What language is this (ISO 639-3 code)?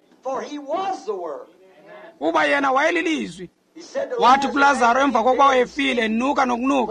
xho